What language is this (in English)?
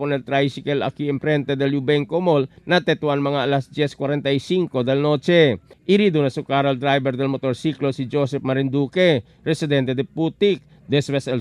Chavacano